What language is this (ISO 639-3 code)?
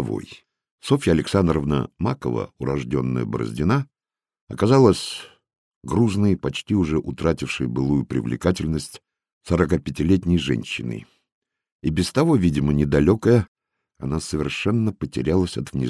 rus